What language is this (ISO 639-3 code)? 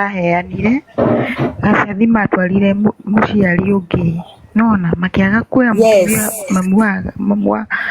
kik